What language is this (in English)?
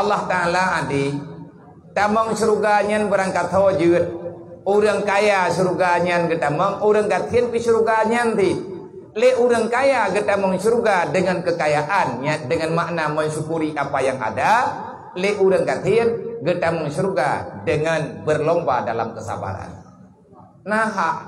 Achinese